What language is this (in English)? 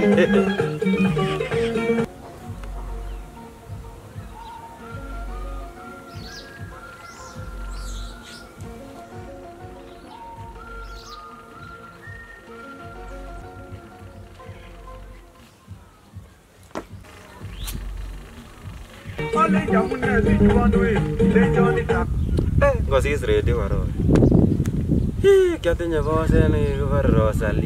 Swahili